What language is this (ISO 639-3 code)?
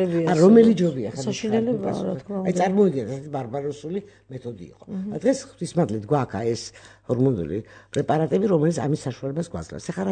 kat